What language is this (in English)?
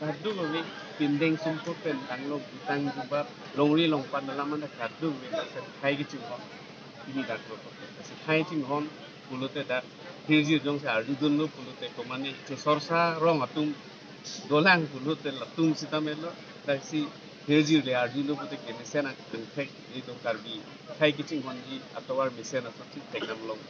Karbi